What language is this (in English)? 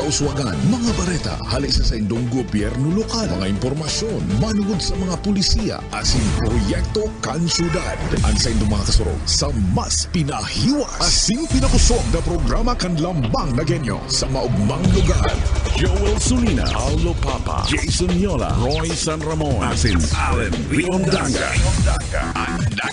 Bikol